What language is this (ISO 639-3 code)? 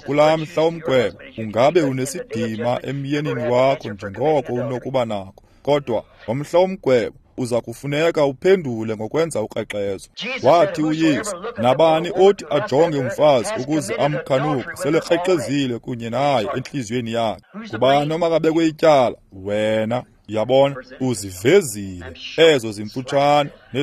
xho